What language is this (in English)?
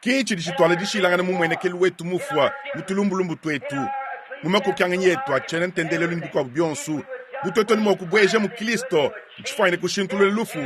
Luba-Lulua